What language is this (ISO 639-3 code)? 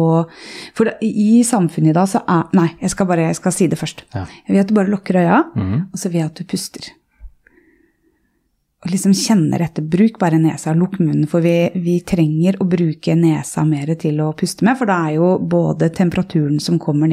nor